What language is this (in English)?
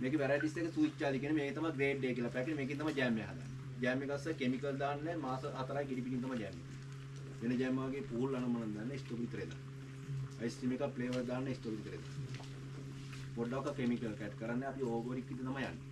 Sinhala